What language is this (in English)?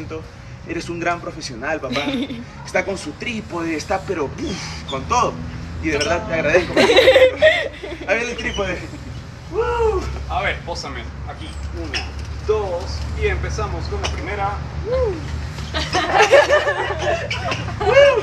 Spanish